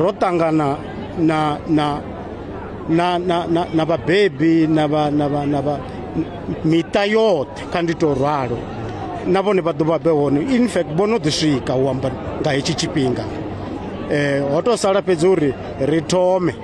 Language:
Venda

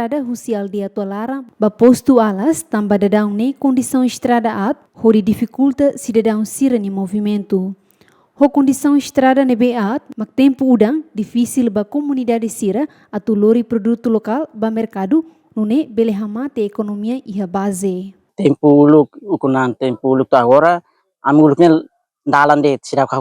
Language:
Tetum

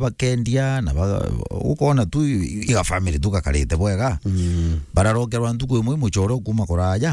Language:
Meru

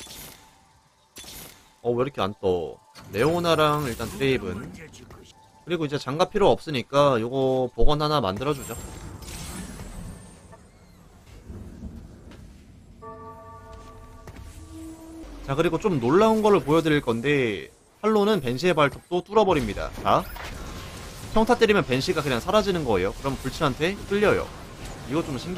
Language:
Korean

